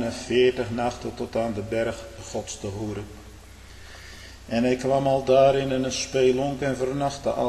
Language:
Dutch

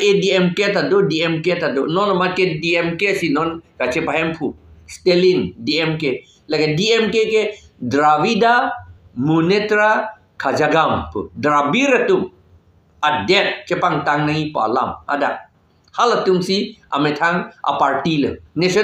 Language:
Karbi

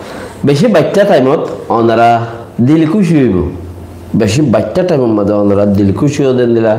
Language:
Rohingya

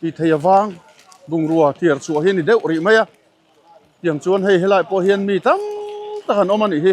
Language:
Mizo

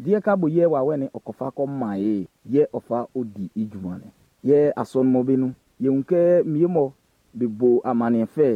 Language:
Baoulé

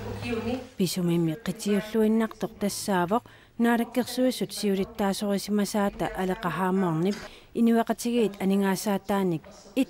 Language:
Kalaallisut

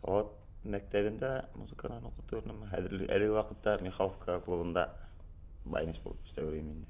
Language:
Bashkir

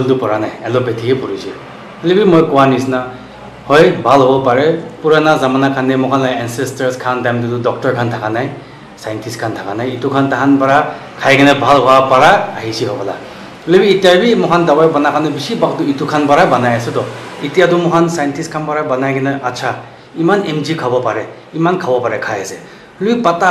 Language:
Naga Pidgin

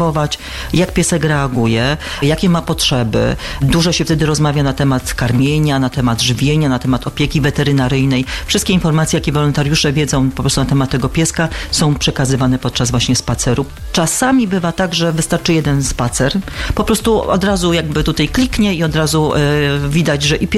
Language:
Polish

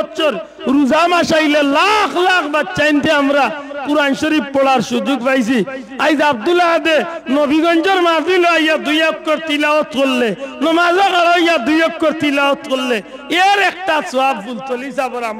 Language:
Sylheti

